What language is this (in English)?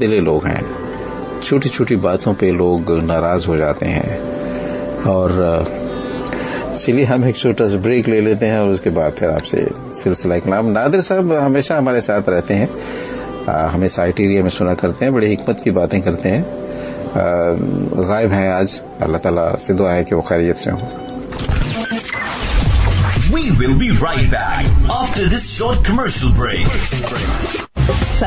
Urdu